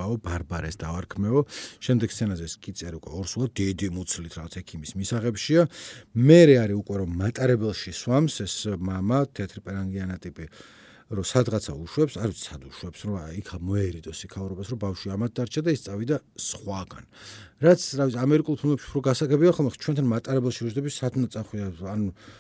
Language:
Georgian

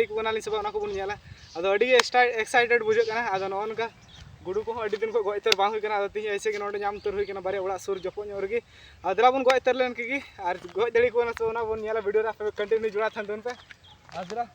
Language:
Santali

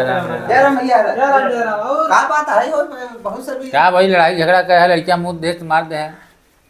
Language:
Awadhi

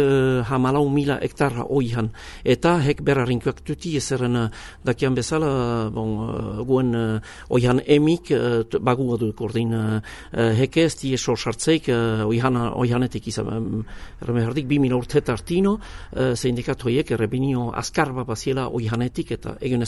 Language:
Basque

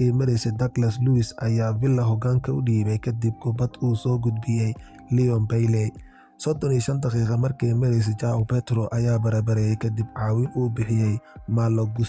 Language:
Somali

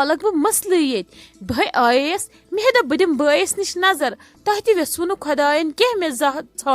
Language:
Kashmiri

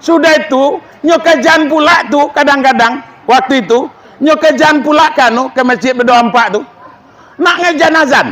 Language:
Minangkabau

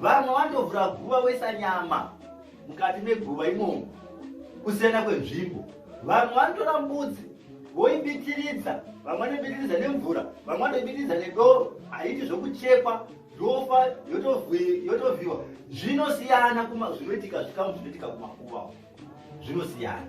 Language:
Shona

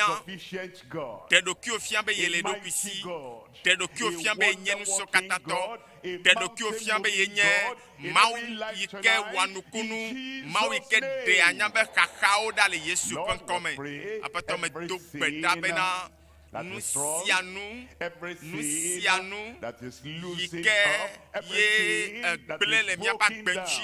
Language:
Ewe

